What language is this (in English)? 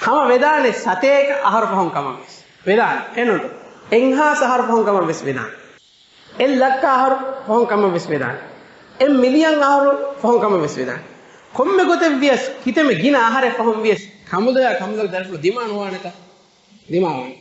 Divehi